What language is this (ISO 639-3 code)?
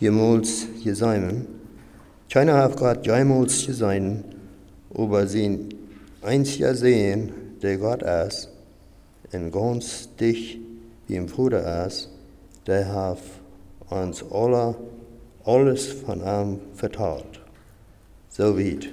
pdt